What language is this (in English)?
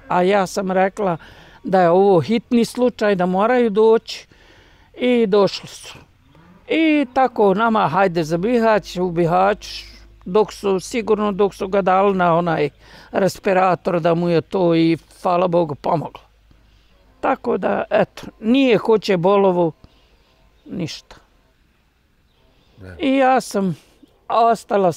Bosnian